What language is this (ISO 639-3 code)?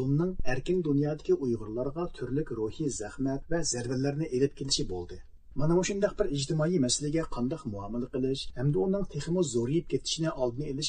uig